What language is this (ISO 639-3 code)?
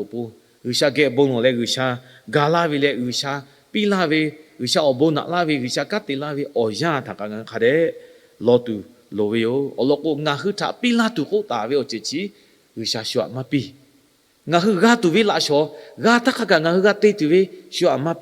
lhu